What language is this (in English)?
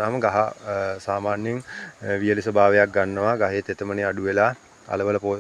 Sinhala